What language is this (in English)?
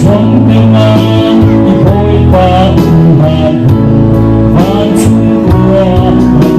Falam Chin